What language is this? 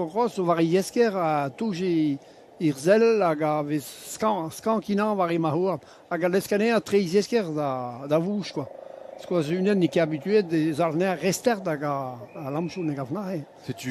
Breton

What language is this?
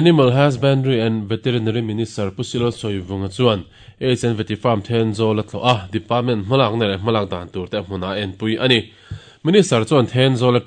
Mizo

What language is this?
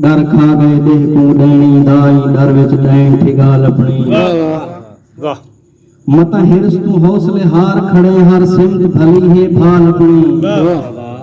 Saraiki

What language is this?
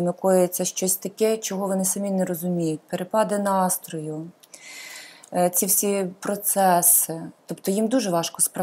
Ukrainian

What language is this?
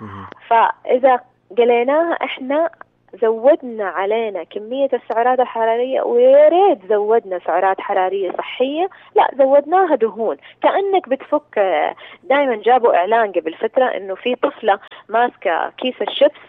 Najdi Arabic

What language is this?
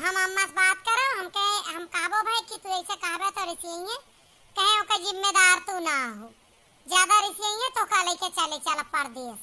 Awadhi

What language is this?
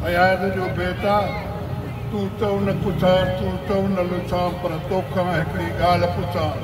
Sindhi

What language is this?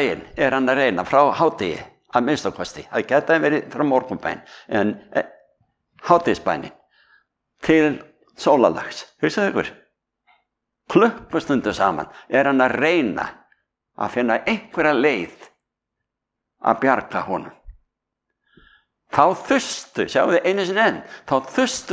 Icelandic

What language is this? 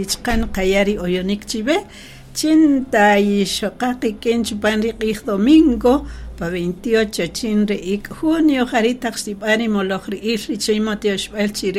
Kaqchikel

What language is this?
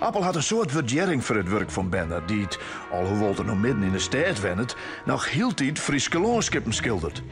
Western Frisian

